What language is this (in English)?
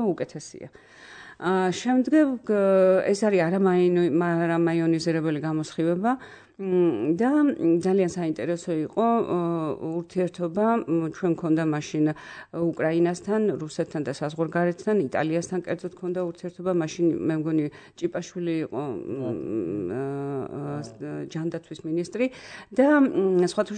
Georgian